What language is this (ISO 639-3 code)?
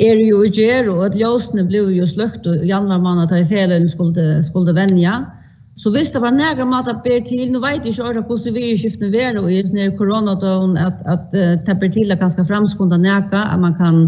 fao